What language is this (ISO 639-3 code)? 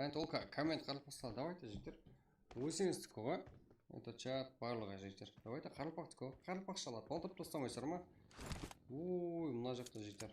kaa